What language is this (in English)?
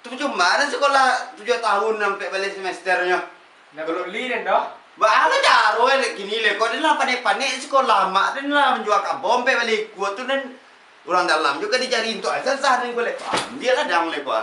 Minangkabau